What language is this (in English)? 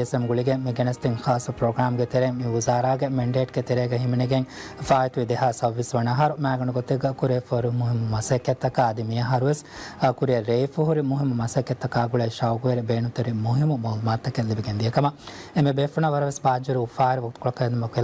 Divehi